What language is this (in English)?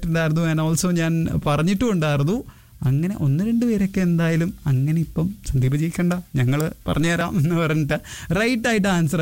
Malayalam